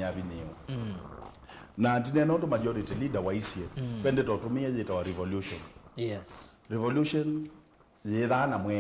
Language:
Kamba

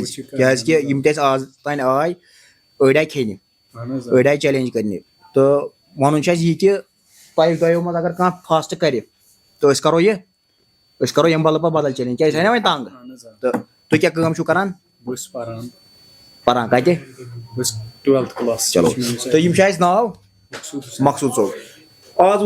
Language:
Kashmiri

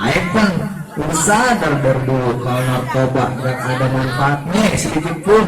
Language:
Betawi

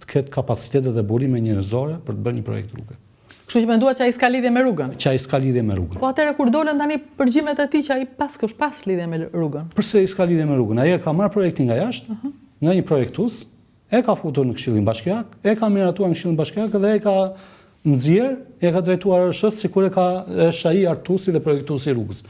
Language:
Albanian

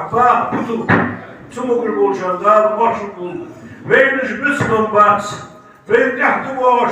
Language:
Ingush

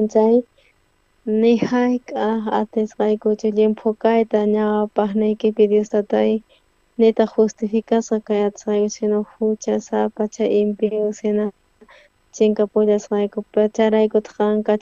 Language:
South Bolivian Quechua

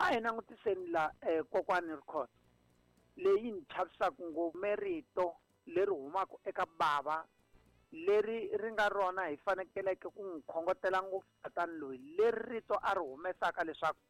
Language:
Tsonga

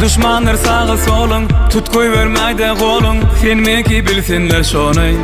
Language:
Turkmen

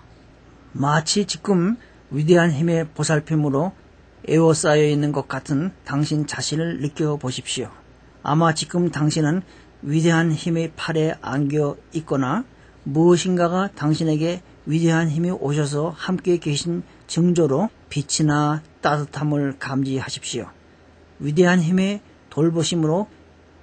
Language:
Korean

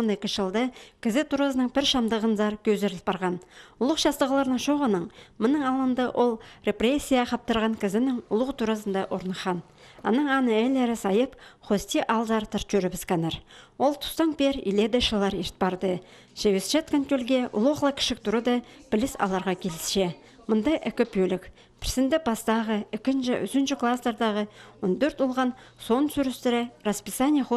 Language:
Khakas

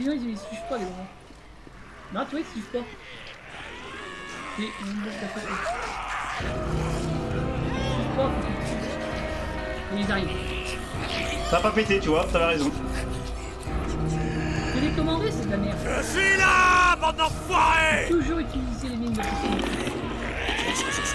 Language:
French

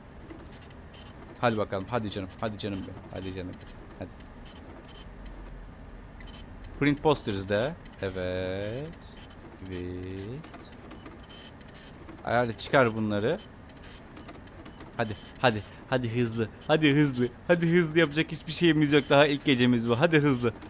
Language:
Turkish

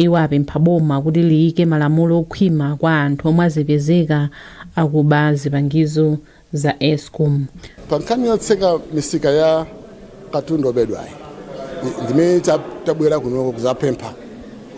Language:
Nyanja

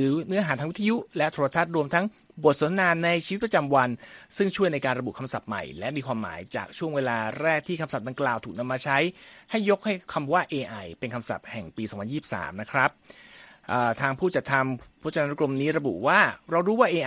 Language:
Thai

